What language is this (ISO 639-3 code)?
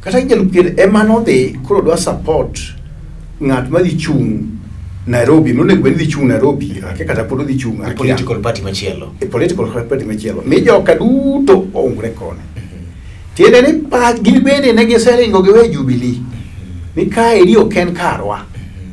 luo